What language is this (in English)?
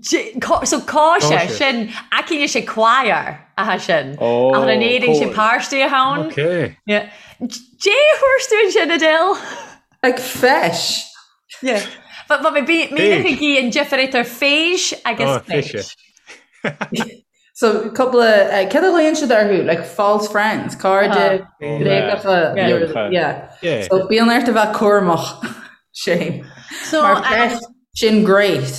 Irish